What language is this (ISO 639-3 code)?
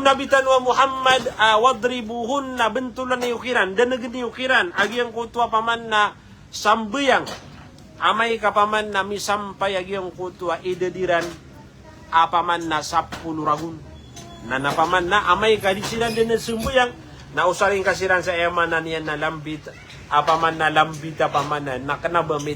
mrw